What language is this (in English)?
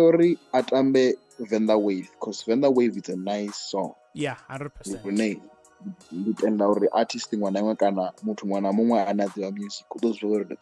Venda